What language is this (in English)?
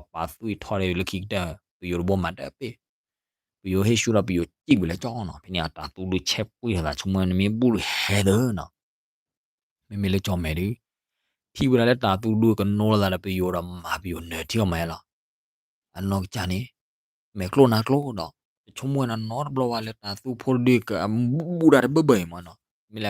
S'gaw Karen